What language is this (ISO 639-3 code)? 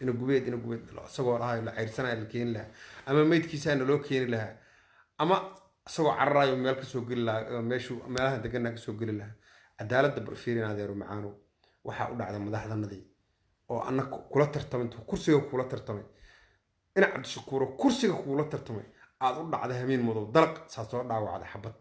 som